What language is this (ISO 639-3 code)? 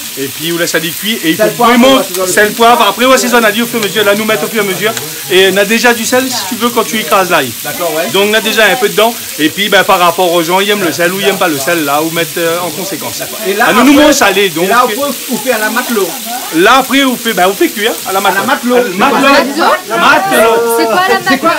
rcf